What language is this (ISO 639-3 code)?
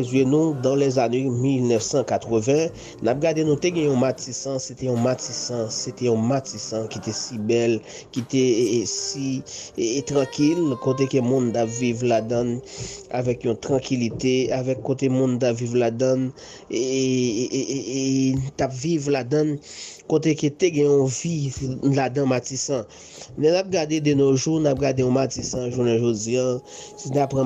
hat